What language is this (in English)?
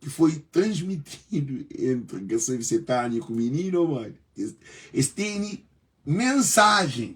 Kabuverdianu